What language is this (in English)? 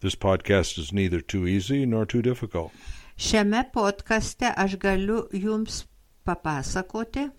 Lithuanian